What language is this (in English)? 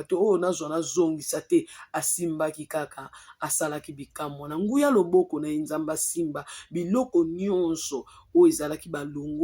Lingala